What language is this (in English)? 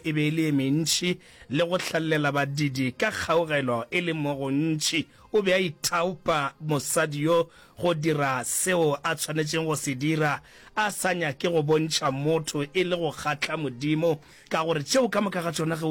Northern Sotho